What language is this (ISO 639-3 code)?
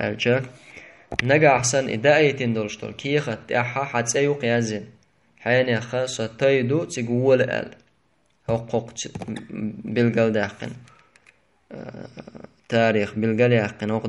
che